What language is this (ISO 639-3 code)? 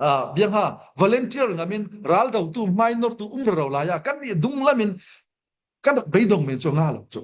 cfm